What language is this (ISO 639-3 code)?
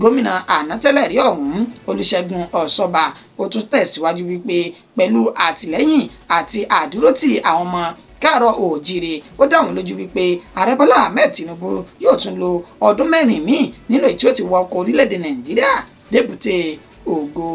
yor